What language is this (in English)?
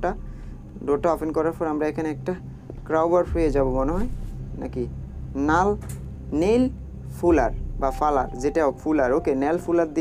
Bangla